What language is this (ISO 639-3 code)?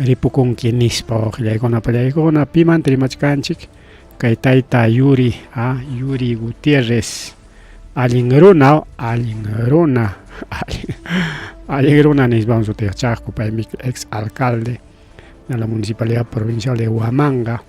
quy